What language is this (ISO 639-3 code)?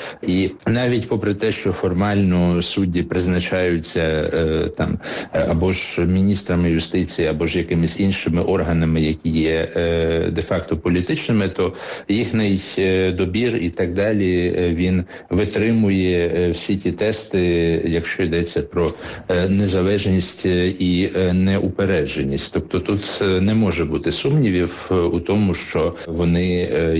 ukr